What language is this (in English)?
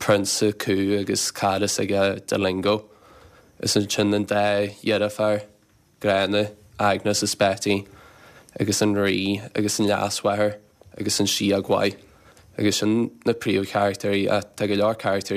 Irish